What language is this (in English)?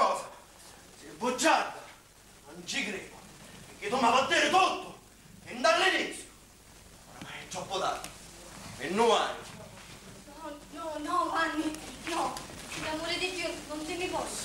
Sicilian